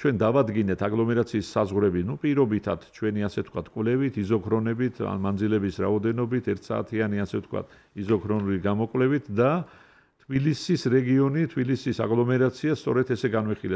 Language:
Georgian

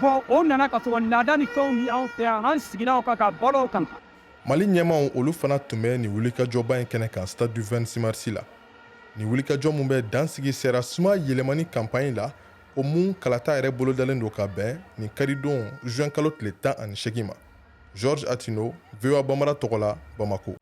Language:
Bambara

